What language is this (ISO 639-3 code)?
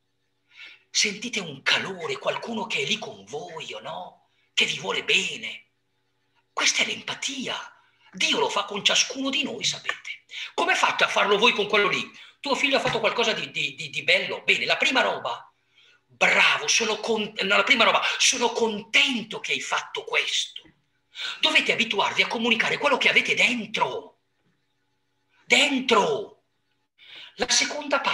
ita